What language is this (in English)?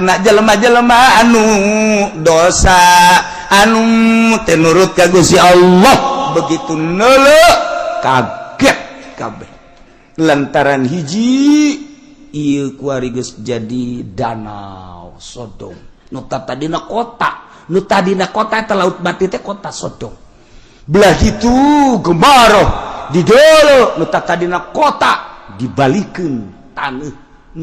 Sundanese